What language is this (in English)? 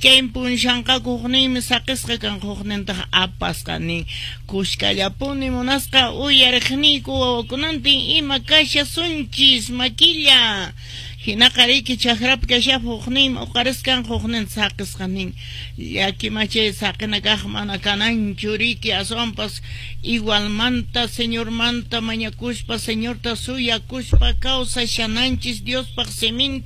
Quechua